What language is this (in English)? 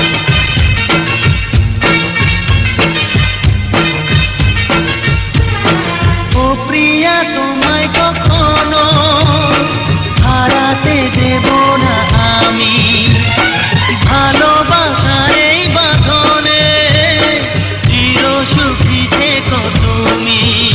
Bangla